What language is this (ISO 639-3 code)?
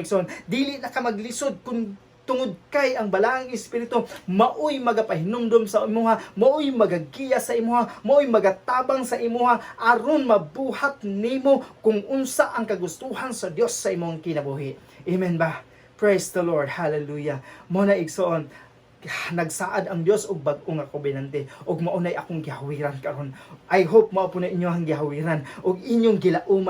ceb